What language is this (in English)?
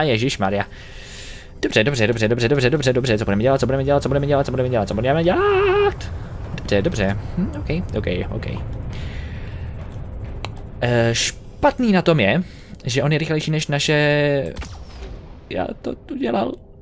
Czech